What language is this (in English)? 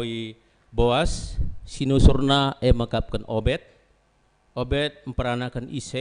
Batak Karo